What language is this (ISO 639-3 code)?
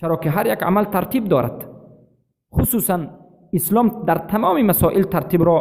tgk